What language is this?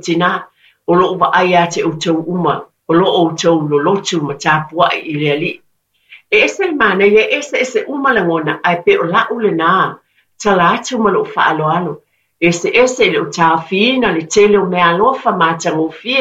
Samoan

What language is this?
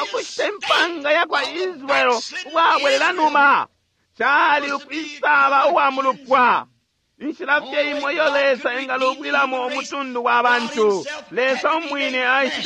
Bemba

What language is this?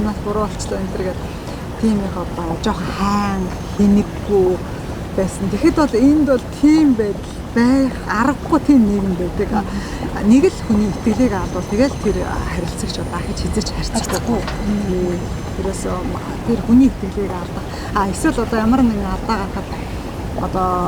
Mongolian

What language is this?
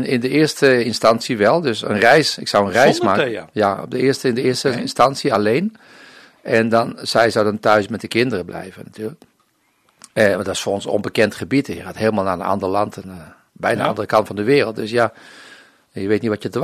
Dutch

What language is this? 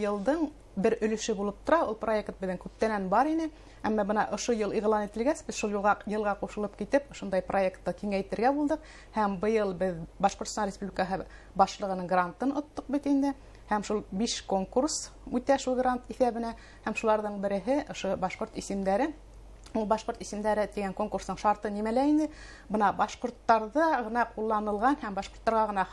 Bashkir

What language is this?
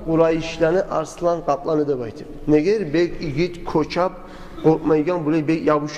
Kumyk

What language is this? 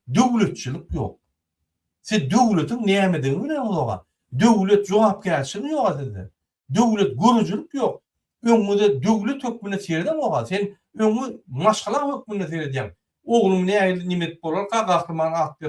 Turkmen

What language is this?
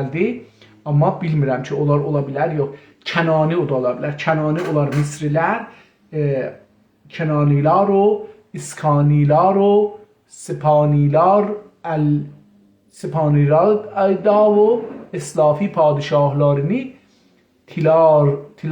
South Azerbaijani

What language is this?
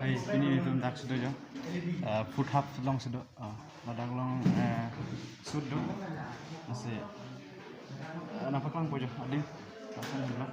Karbi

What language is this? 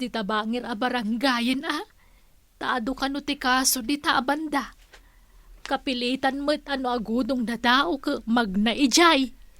Iloko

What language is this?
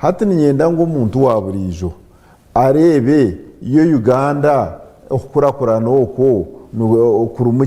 Nyankole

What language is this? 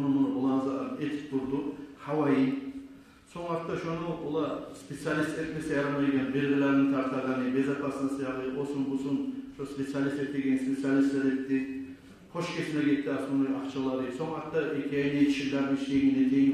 Kumyk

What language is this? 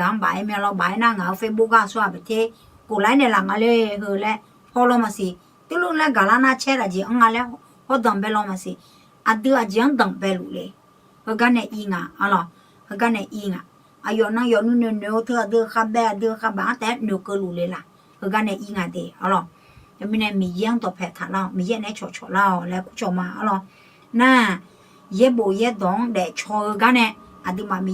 Akha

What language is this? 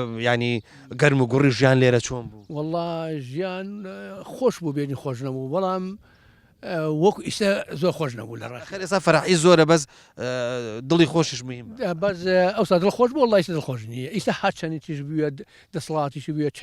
Central Kurdish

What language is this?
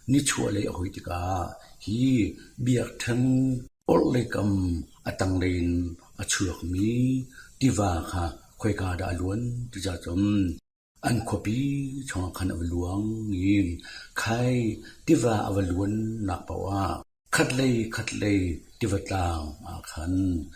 Hakha Chin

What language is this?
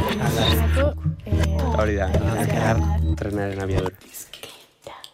Basque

